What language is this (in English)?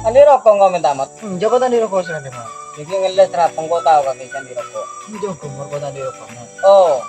Madurese